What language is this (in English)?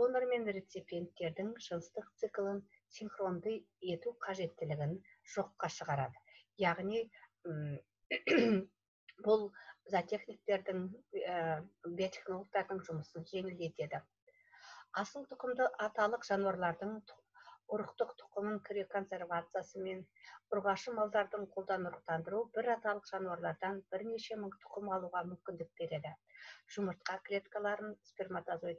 Kazakh